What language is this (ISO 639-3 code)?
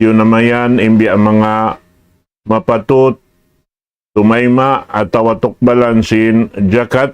tsg